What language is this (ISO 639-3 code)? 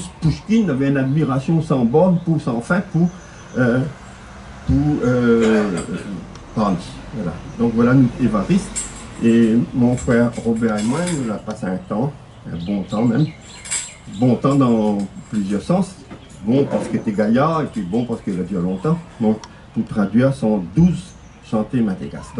rcf